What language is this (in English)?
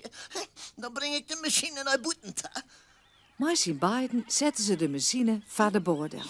Western Frisian